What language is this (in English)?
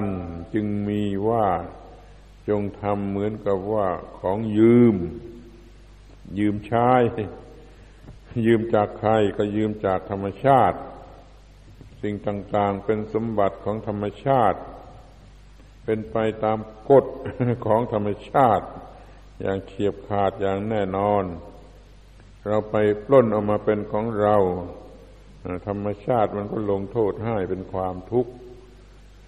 Thai